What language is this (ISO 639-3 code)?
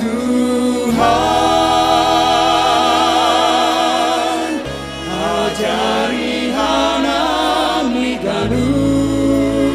bts